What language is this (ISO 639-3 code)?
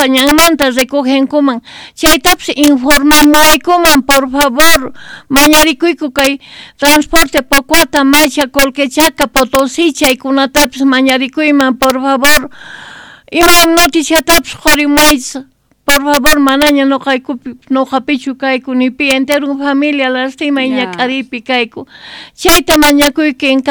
que